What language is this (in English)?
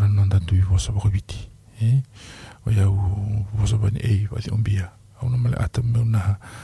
Fijian